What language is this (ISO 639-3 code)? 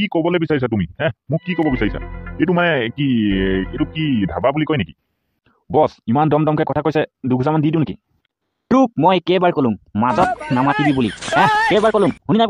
asm